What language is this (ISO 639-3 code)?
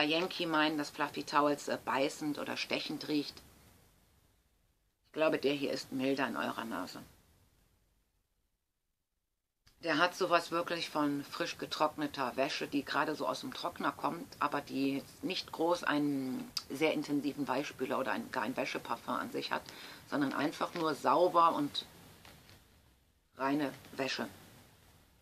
deu